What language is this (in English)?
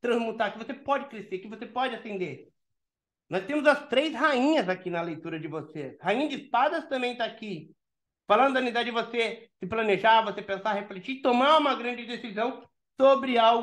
Portuguese